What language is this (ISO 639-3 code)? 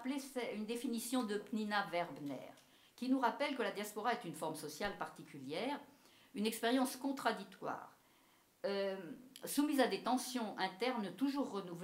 fra